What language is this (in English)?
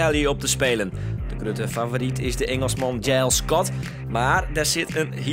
Western Frisian